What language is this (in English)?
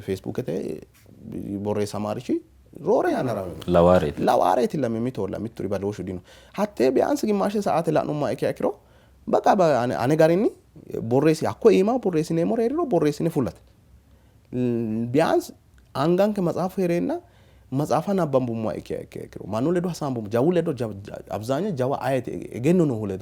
Sidamo